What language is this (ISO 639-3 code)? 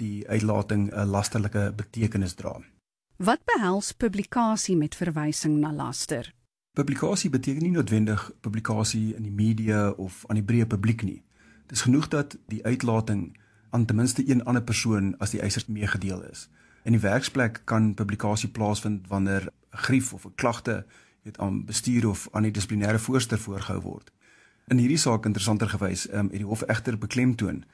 afr